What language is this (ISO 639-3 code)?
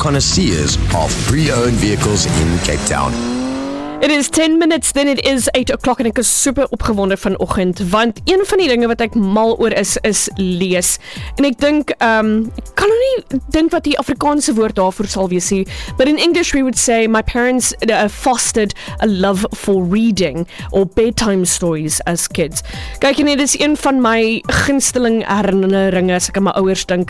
afr